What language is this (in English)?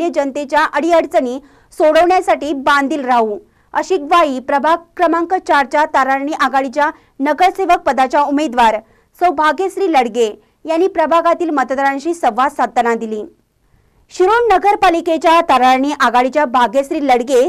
Marathi